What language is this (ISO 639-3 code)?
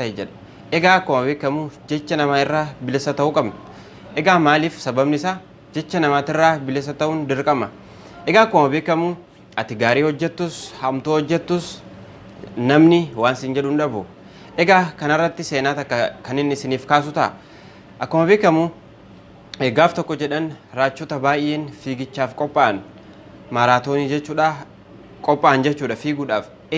orm